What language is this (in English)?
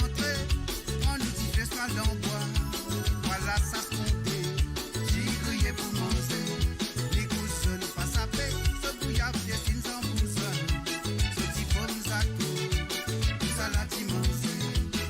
Morisyen